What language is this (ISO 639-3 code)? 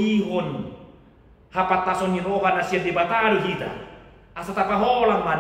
bbc